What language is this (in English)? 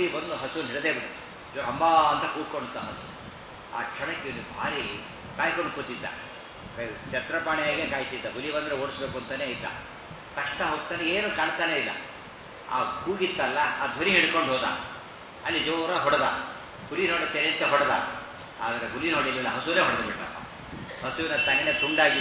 Kannada